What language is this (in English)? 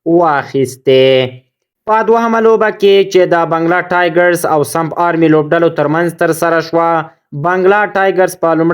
Pashto